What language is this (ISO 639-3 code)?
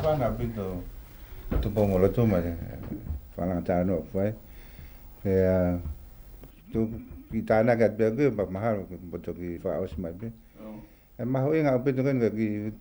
ton